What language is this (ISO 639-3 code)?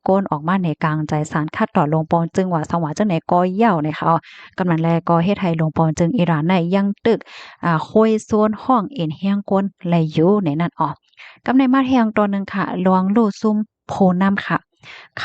shn